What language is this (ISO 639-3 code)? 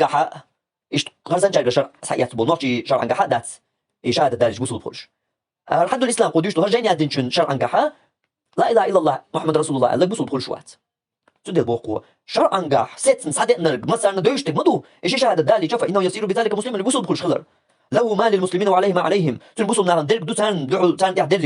che